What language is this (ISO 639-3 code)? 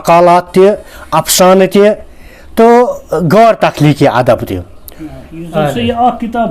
kas